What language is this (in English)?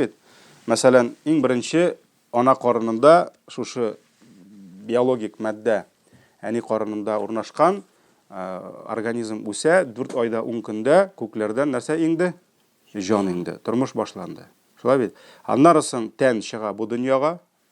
Tatar